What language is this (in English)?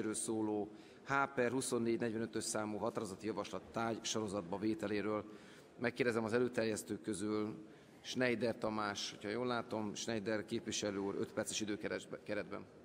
Hungarian